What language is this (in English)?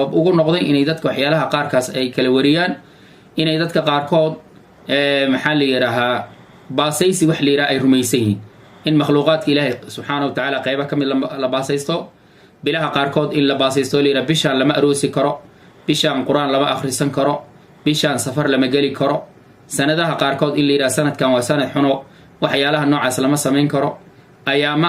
Somali